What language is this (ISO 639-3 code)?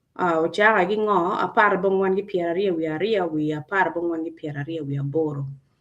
ach